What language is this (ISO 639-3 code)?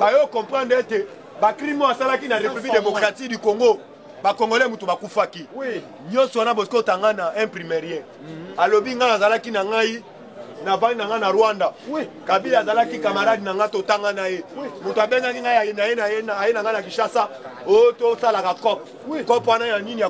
lin